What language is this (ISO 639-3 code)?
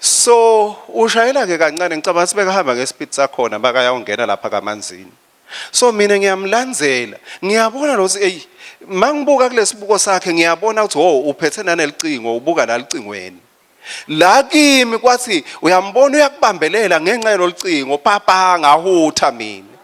ssw